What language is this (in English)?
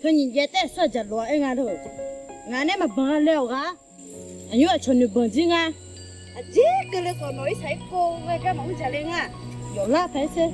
Akha